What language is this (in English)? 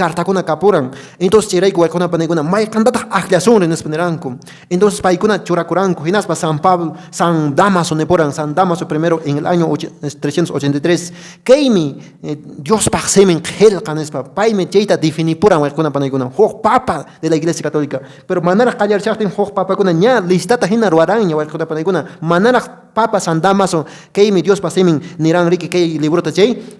Quechua